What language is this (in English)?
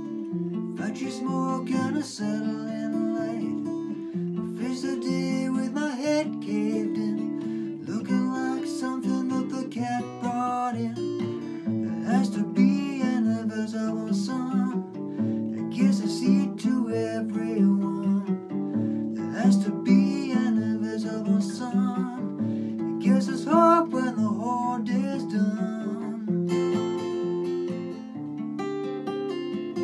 English